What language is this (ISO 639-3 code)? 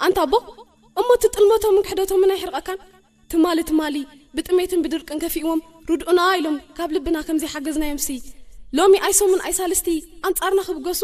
tir